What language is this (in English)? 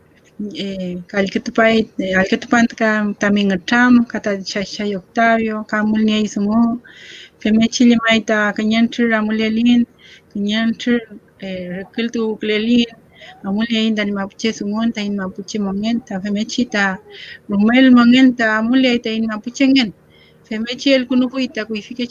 Mapuche